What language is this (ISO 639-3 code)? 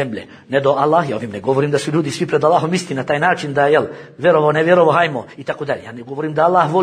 bos